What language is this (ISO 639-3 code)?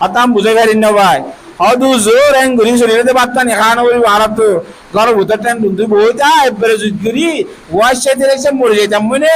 rhg